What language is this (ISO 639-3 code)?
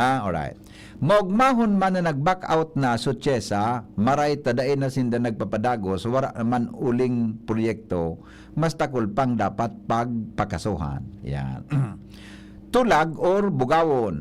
bik